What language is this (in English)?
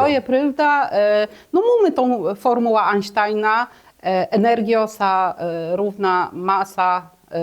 Kashubian